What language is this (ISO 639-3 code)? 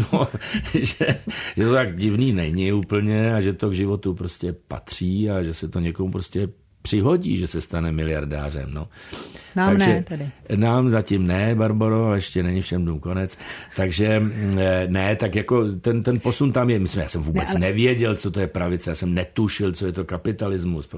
ces